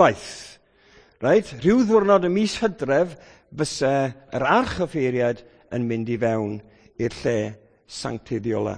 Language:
Welsh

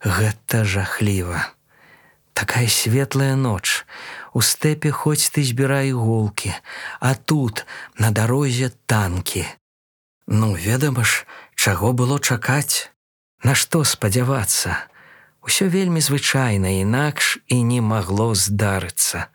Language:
Belarusian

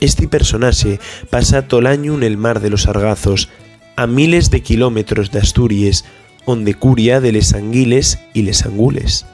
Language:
Asturian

